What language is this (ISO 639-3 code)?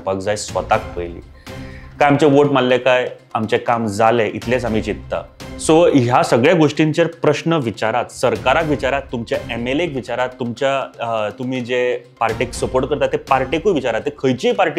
kok